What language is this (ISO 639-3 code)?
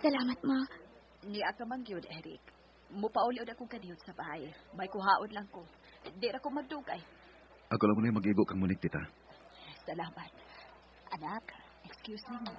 ceb